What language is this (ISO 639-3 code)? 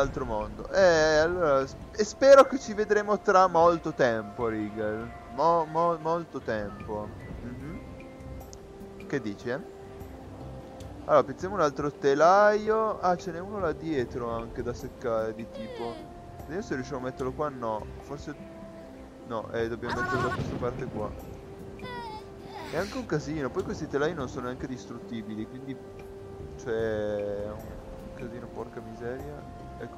ita